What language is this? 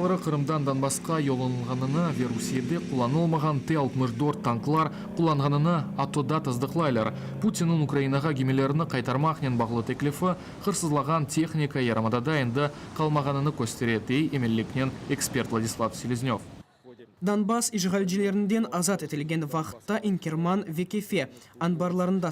Crimean Tatar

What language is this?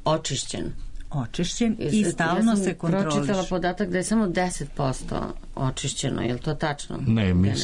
Serbian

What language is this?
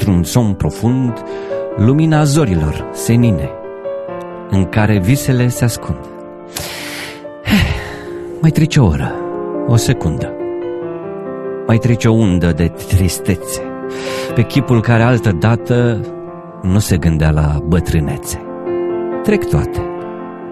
Romanian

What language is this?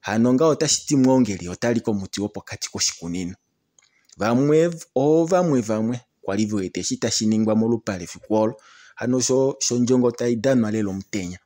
Kuanyama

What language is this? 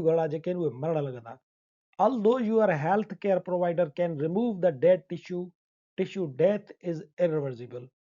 Sindhi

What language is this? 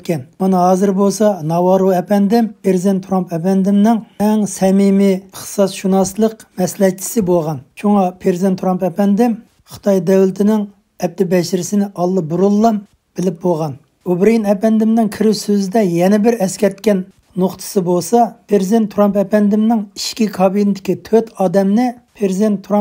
Uyghur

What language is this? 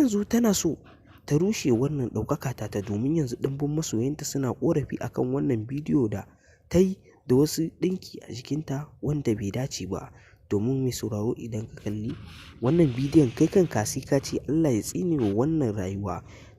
Hausa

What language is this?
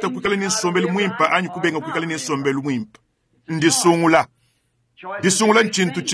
Luba-Lulua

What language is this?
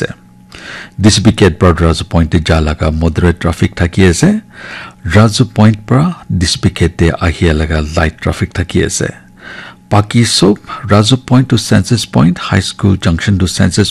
Naga Pidgin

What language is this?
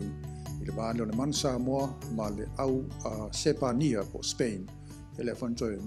Samoan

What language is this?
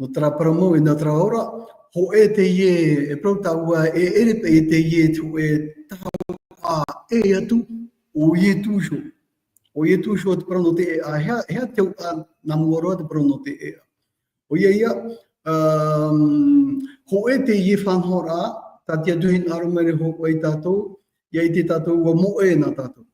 Tahitian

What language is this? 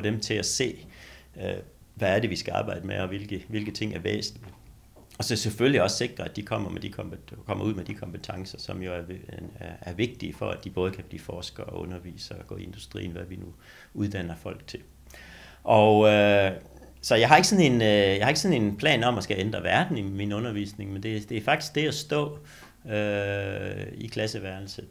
Danish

